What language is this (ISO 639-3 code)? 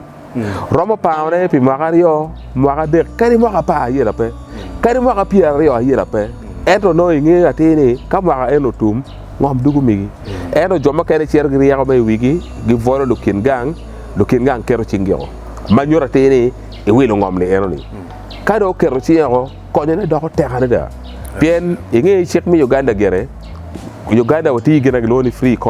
ach